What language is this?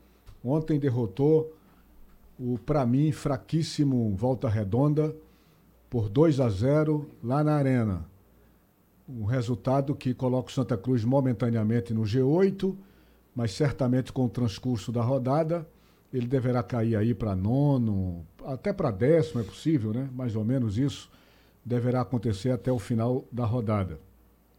Portuguese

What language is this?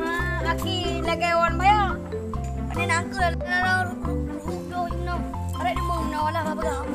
Achinese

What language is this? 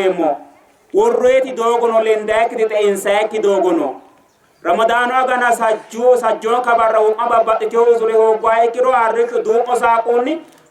Sidamo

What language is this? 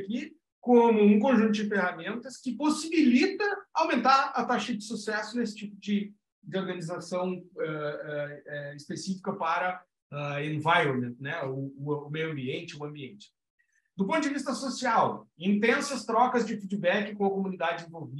Portuguese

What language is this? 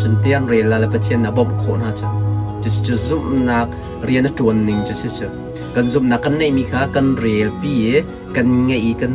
Hakha Chin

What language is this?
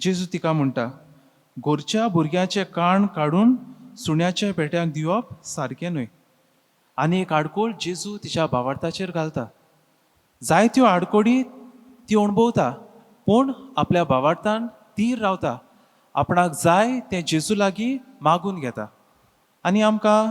Konkani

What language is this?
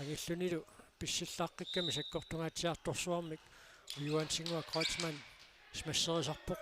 Kalaallisut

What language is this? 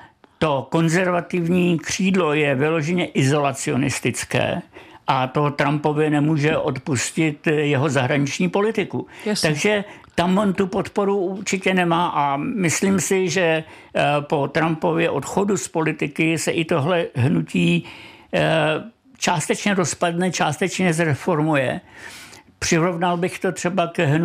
Czech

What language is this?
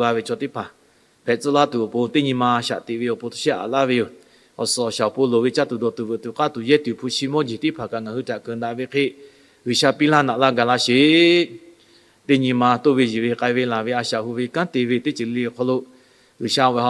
Lahu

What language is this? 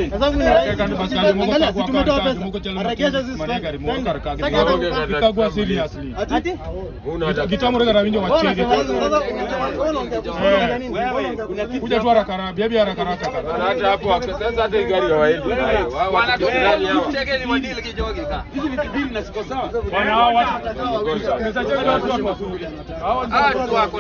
Swahili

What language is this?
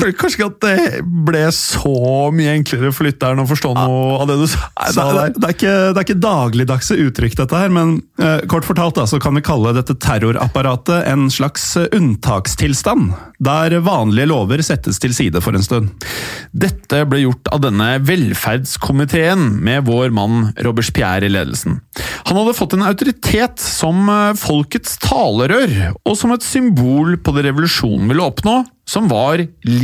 Norwegian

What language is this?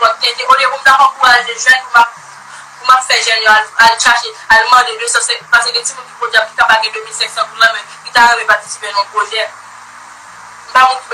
Haitian Creole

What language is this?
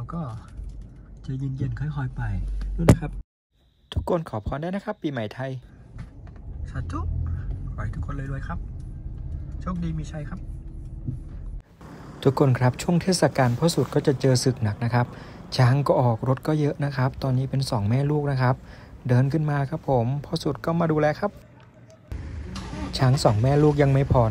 Thai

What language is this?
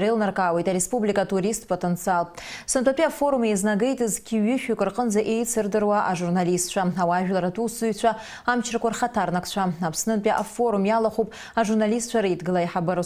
Abkhazian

